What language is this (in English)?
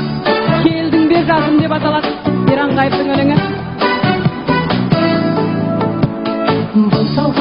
Kazakh